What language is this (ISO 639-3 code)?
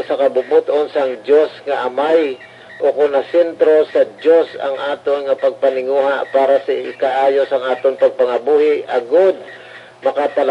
hil